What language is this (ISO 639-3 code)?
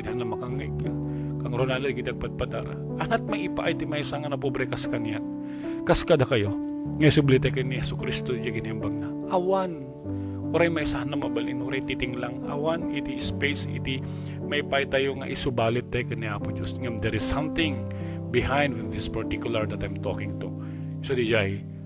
ilo